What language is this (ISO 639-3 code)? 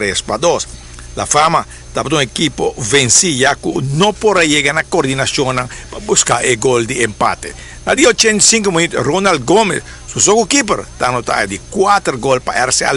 pap